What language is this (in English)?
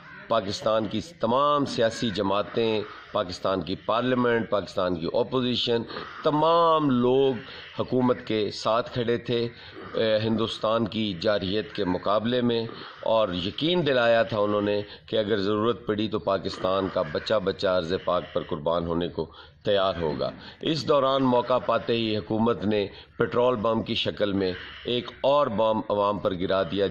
Urdu